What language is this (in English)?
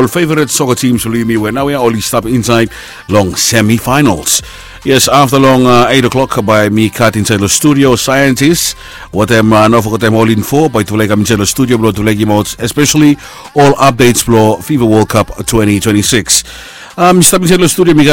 Bislama